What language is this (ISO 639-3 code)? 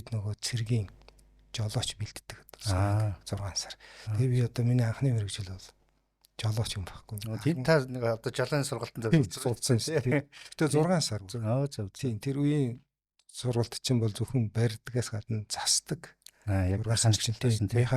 mon